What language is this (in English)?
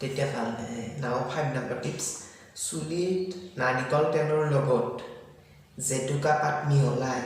Assamese